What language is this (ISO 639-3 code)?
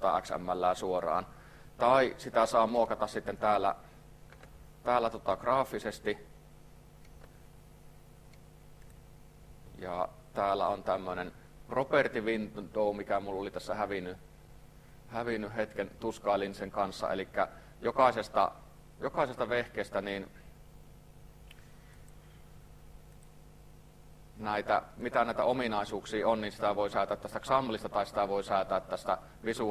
fin